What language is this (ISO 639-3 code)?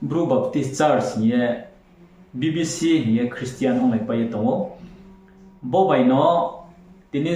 ria